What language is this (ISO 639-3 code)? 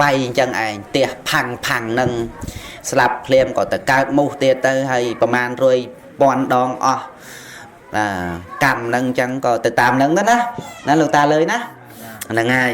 khm